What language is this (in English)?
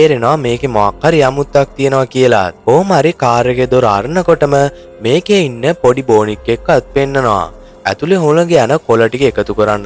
Sinhala